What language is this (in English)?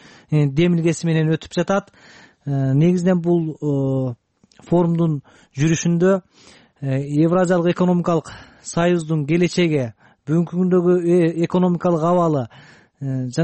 Kyrgyz